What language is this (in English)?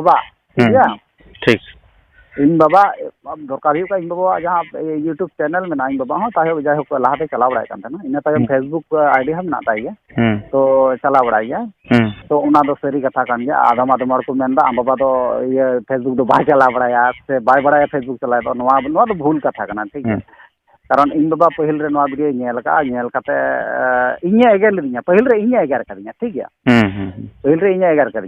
Santali